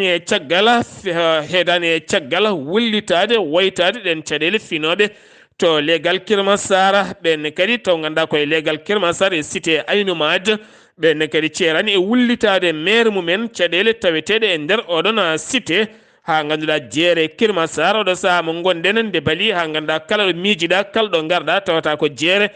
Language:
Fula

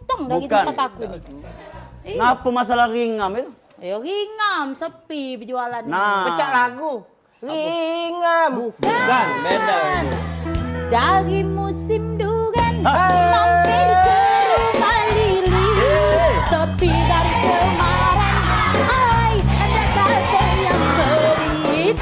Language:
Musi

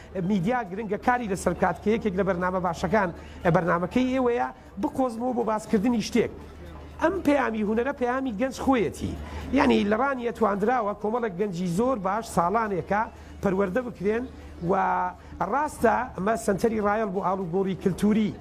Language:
Central Kurdish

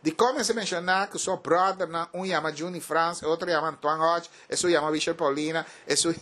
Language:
Papiamento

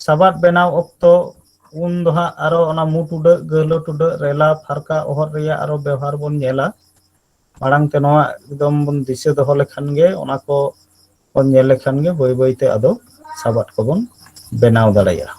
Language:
Santali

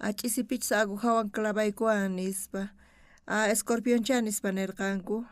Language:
South Bolivian Quechua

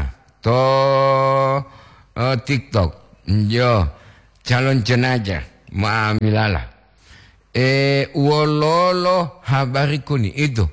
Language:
Gorontalo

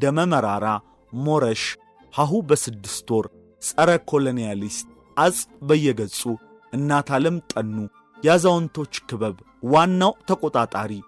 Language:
Amharic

